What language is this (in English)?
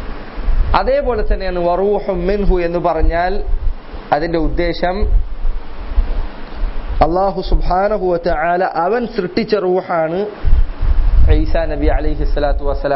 Malayalam